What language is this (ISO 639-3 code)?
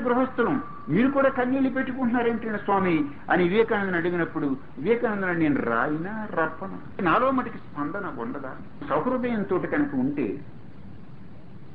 tel